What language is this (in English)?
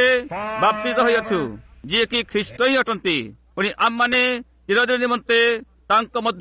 Odia